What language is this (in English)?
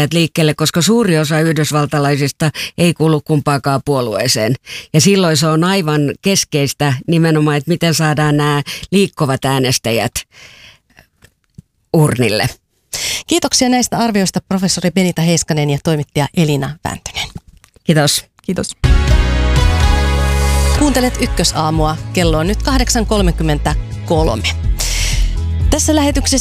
Finnish